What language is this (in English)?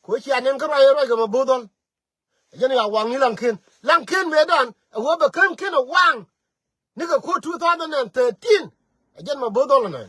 Nuer